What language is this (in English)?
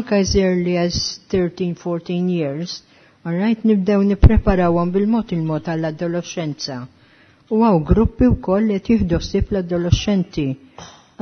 Maltese